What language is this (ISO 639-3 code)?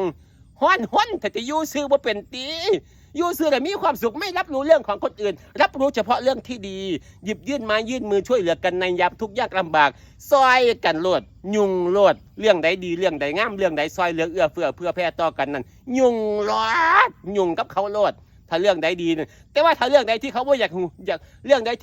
tts